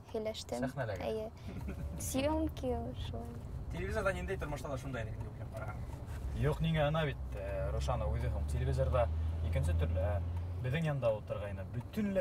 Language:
Bashkir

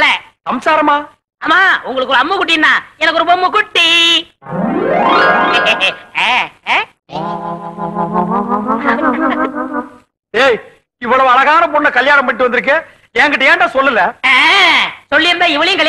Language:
Tamil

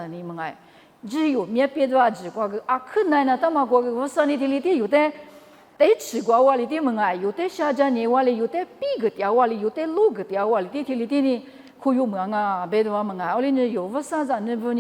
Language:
Lisu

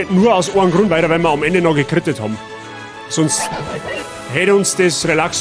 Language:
Bavarian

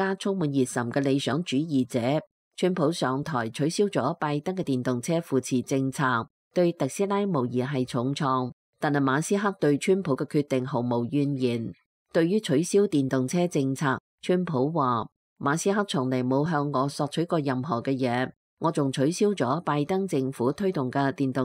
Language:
Cantonese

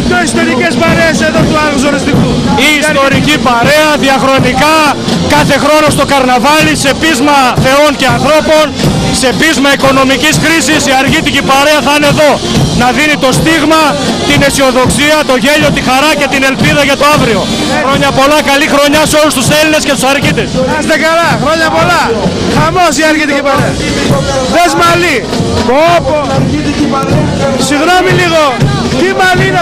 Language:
Greek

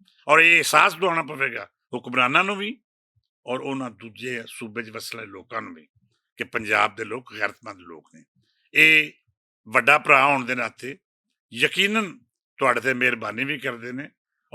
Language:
Western Panjabi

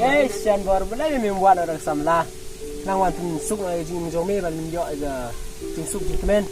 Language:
Khasi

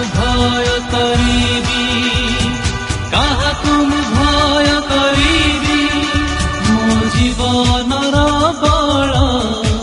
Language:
Odia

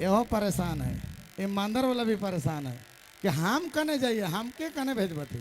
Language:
Sadri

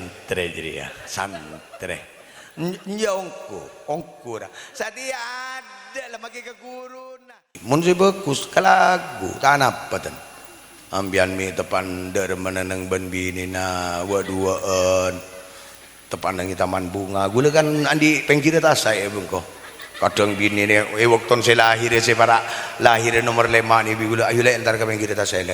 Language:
Madurese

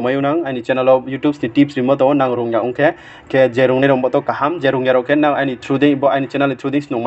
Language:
Riang (India)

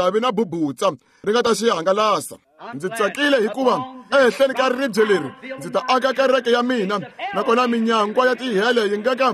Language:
Tsonga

